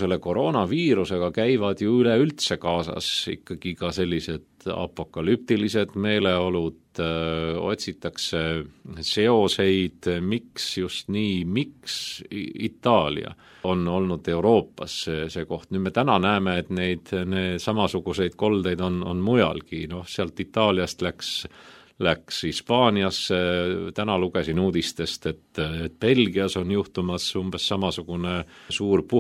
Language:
Estonian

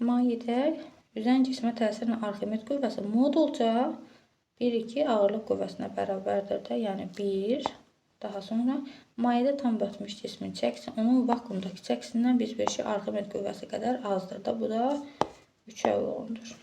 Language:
Azerbaijani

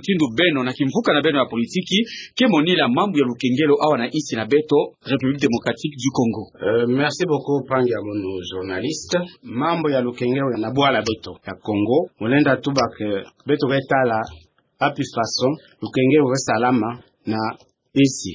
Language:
Kituba (Democratic Republic of Congo)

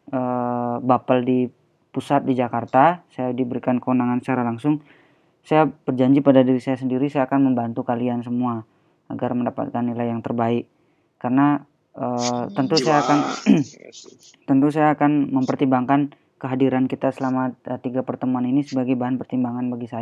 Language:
Indonesian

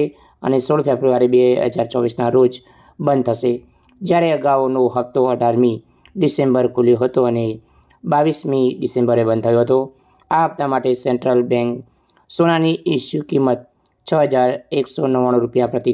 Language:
Gujarati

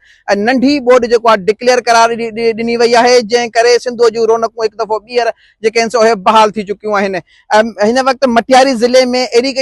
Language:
Sindhi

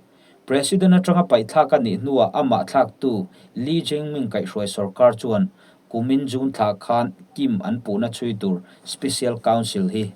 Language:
Mizo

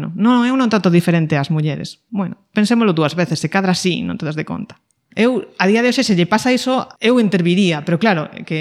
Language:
Galician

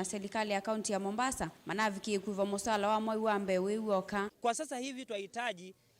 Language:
Kamba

